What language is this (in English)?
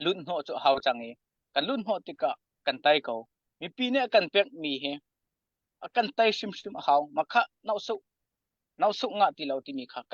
Hakha Chin